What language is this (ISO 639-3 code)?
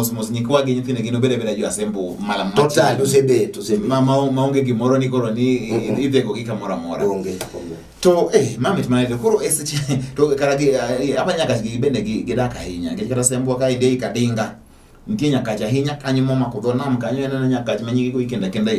luo